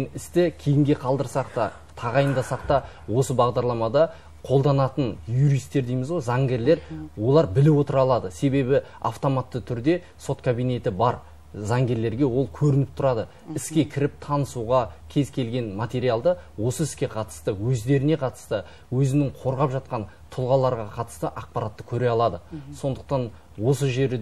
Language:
Kazakh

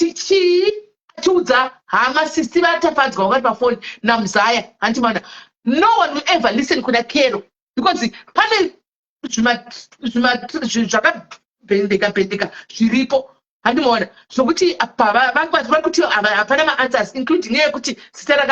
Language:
Shona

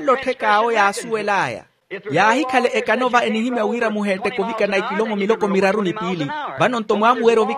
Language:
Makhuwa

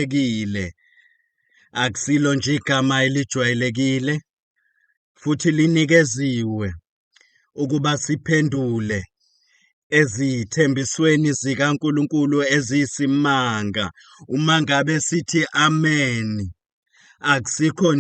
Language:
Zulu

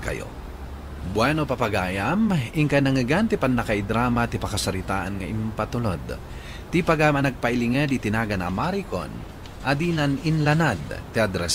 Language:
Iloko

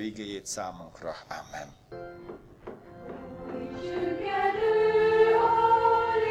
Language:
Hungarian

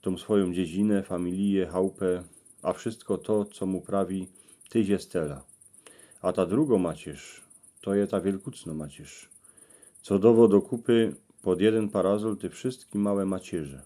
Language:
Silesian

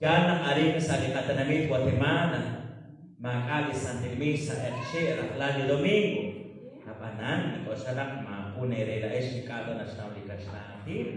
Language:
Kekchí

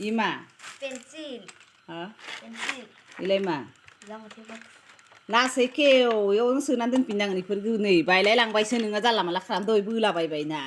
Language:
Bodo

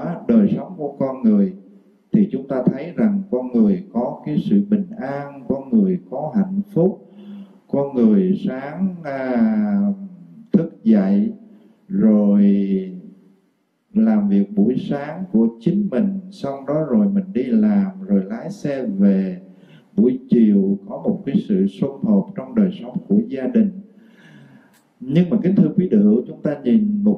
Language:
Vietnamese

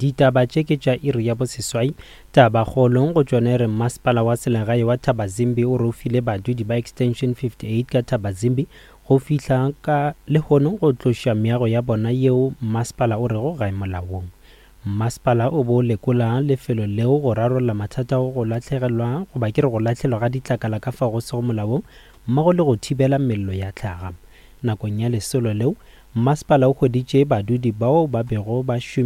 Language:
Northern Sotho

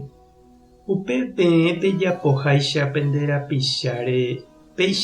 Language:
Guarani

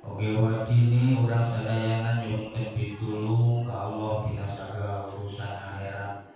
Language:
Sundanese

